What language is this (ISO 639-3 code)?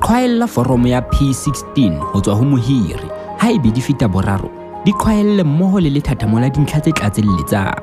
sot